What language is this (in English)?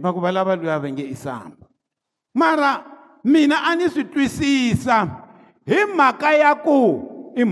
Tsonga